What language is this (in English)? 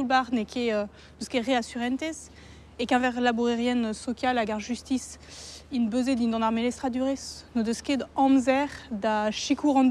Breton